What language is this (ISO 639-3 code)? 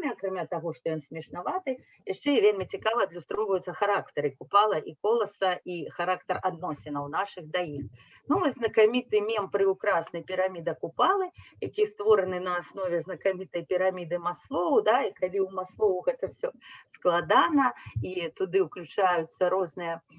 bel